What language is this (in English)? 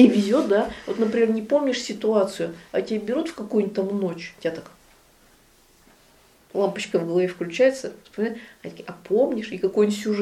Russian